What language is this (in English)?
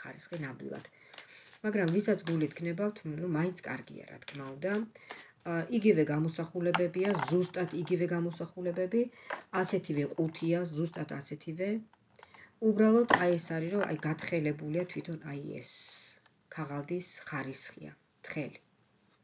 Georgian